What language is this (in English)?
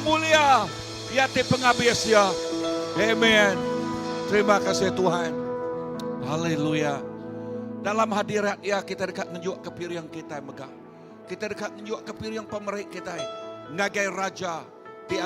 Iban